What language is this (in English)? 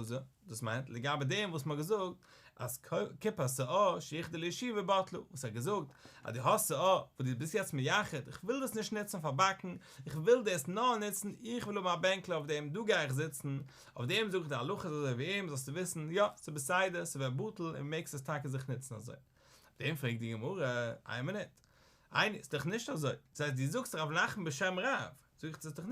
Yiddish